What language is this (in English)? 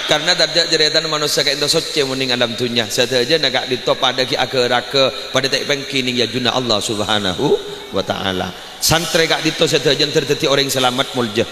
Madurese